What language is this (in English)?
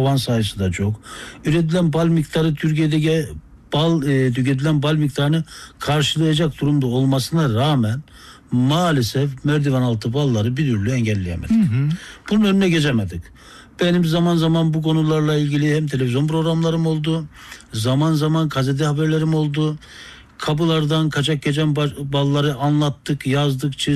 Turkish